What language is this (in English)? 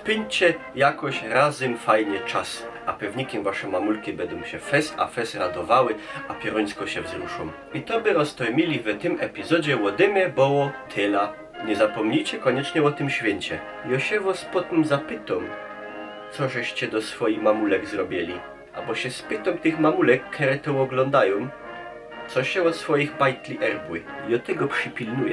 Silesian